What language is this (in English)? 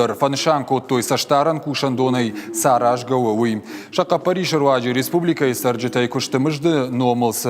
Ossetic